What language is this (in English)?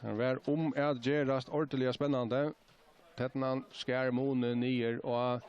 Faroese